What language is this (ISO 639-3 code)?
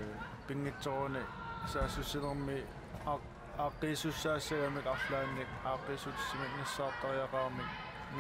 kal